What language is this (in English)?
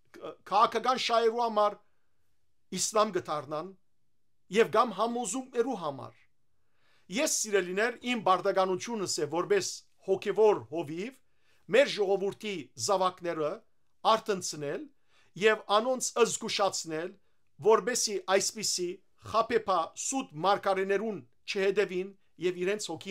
Western Armenian